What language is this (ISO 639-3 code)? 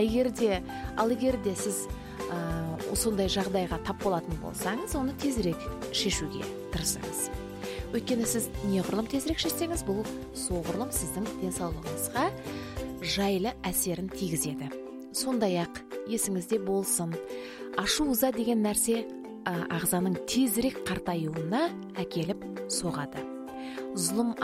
kaz